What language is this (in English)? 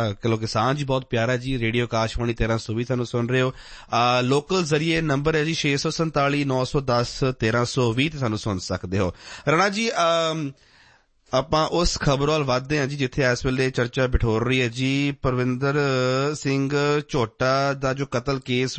Punjabi